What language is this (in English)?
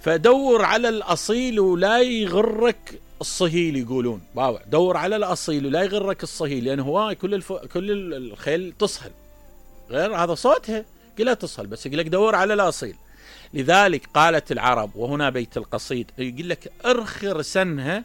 Mesopotamian Arabic